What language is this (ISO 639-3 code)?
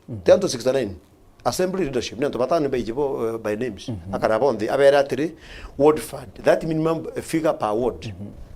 mer